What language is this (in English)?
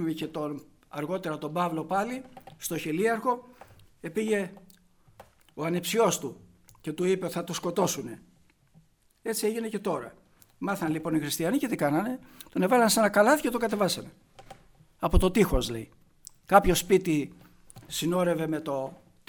Greek